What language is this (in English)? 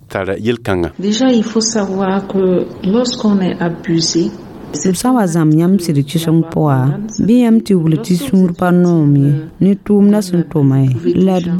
Mossi